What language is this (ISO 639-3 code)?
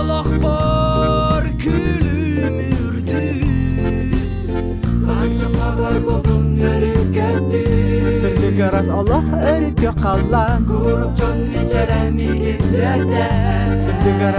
sah